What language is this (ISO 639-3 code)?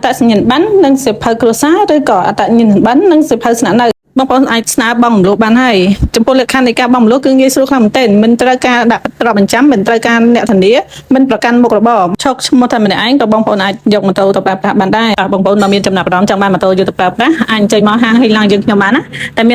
khm